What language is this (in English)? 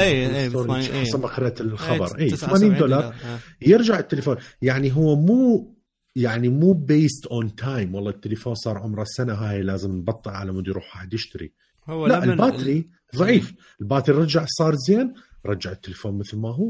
Mesopotamian Arabic